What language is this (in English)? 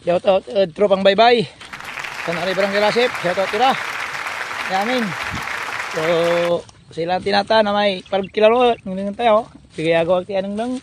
Pangasinan